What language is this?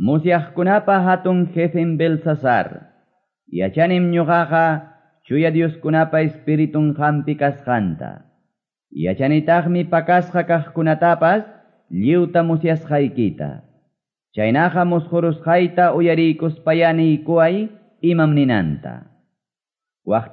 Quechua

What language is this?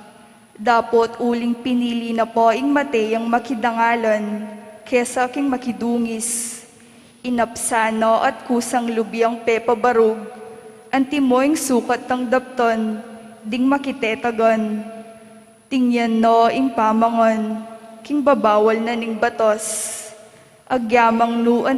Pampanga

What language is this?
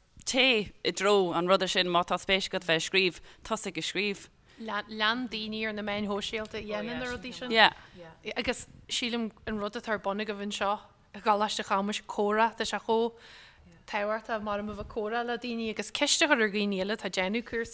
Irish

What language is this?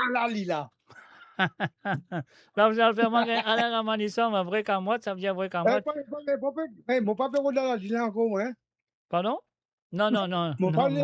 Morisyen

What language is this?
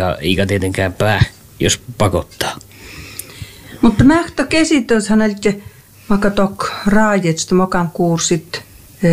Finnish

